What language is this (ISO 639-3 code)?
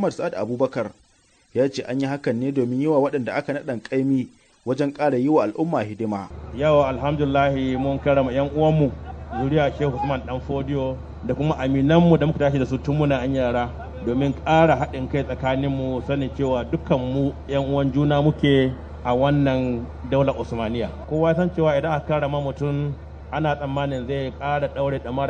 hau